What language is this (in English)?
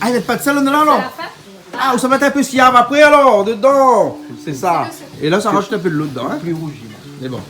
Réunion Creole French